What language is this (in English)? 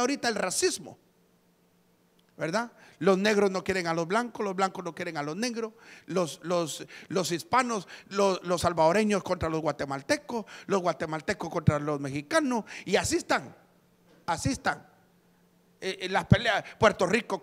Spanish